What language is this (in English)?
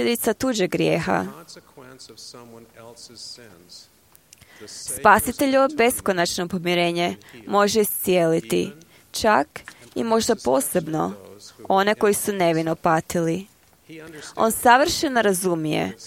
Croatian